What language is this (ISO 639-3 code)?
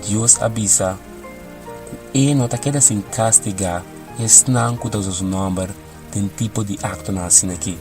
pap